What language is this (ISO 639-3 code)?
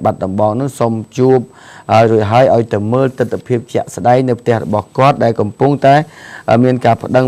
khm